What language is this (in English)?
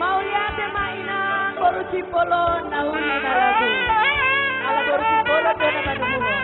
Batak Toba